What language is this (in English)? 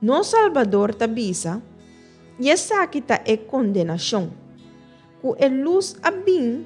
Papiamento